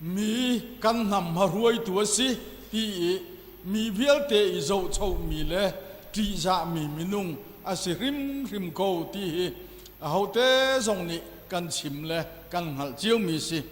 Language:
Hakha Chin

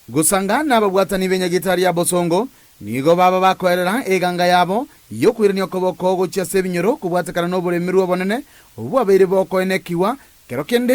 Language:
Gusii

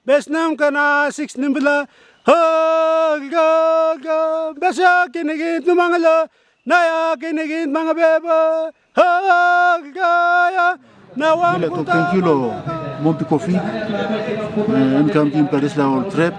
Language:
Tok Pisin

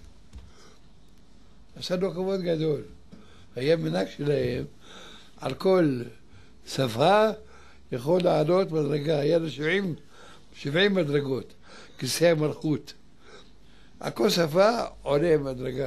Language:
Hebrew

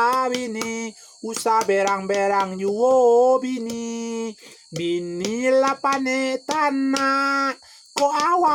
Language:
Minangkabau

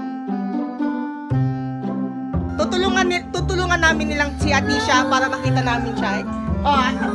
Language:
Filipino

